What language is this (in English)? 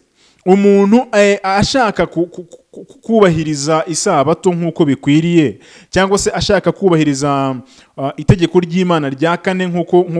Kinyarwanda